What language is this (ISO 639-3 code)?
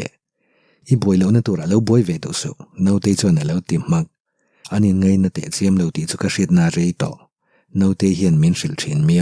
lus